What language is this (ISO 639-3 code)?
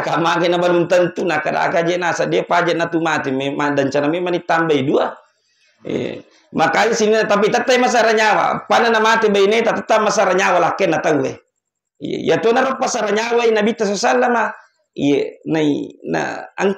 bug